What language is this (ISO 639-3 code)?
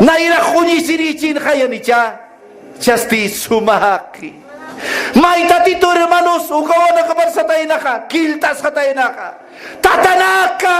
aym